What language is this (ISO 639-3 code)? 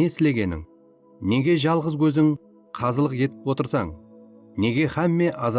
kaa